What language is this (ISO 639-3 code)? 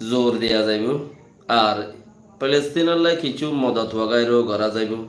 rhg